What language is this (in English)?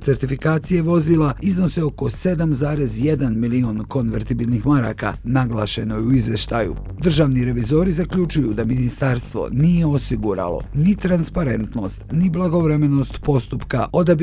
Bosnian